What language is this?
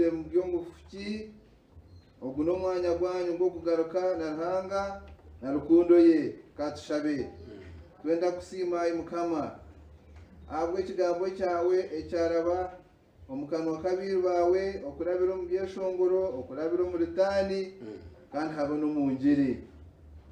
Nyankole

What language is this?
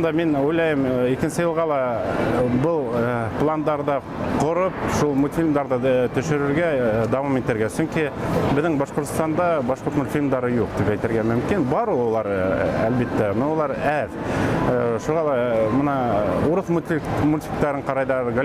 Bashkir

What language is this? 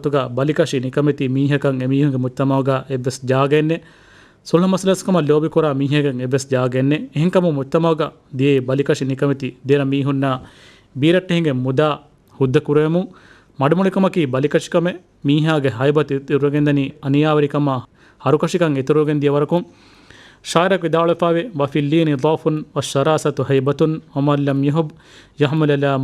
Divehi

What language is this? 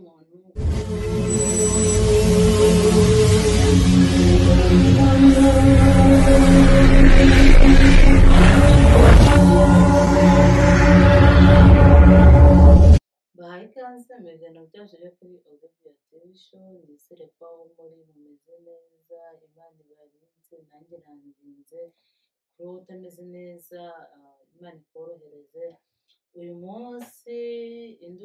Kinyarwanda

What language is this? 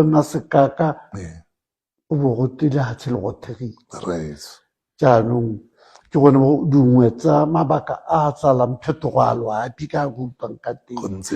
Tswana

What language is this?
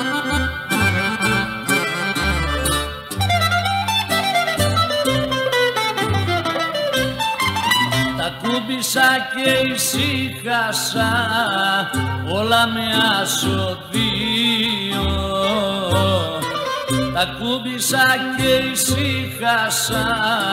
Greek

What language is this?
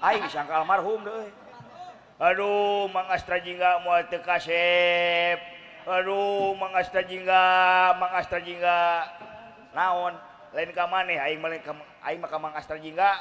Sundanese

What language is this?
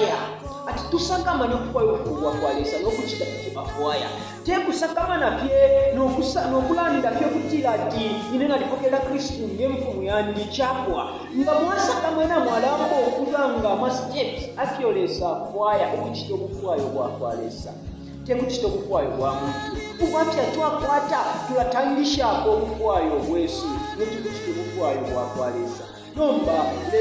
Bemba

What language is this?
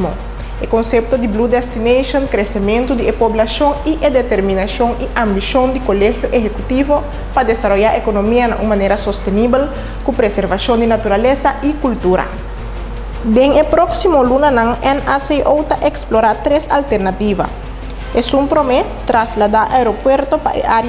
Papiamento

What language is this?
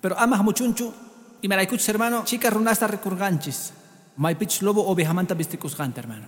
Quechua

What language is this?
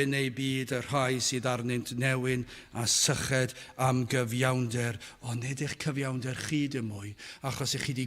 Welsh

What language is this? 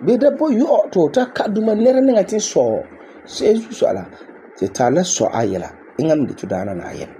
Frafra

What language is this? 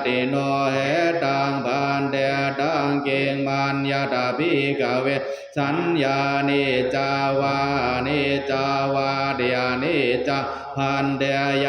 Pali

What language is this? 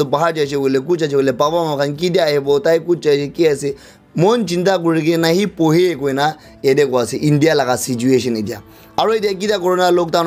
Naga Pidgin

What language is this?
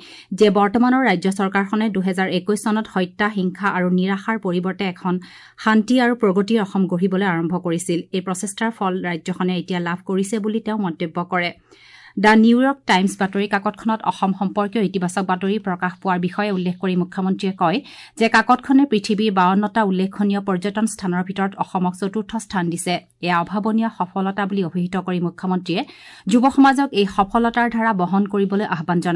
Assamese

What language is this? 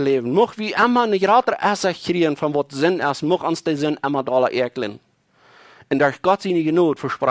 Plautdietsch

